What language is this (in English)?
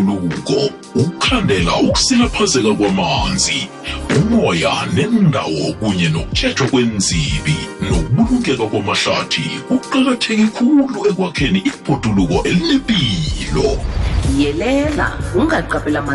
South Ndebele